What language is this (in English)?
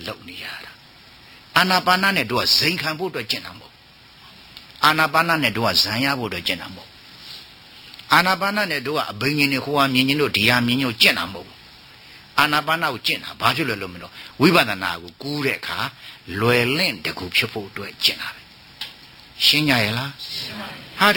Burmese